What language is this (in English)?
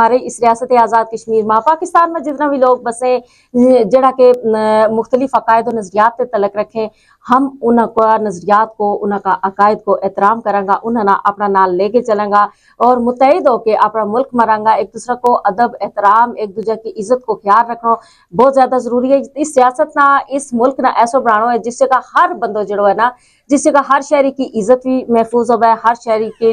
Gujari